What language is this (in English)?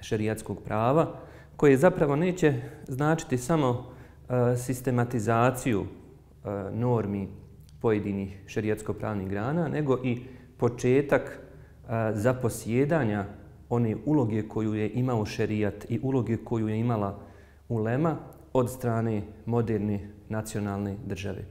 Bosnian